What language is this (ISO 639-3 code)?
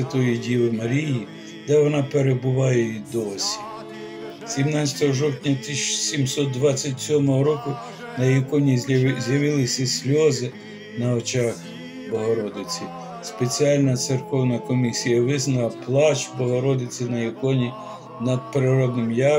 ukr